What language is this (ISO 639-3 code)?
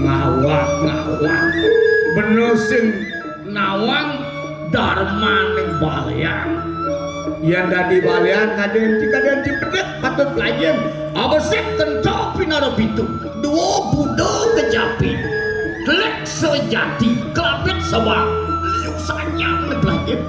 ban